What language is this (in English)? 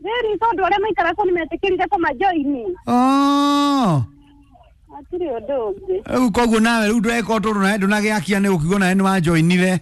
Kikuyu